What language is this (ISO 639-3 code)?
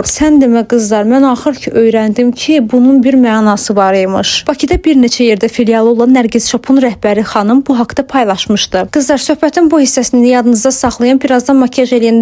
aze